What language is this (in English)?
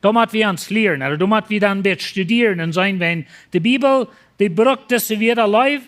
Plautdietsch